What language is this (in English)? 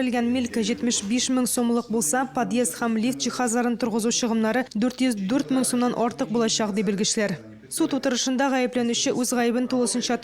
Tatar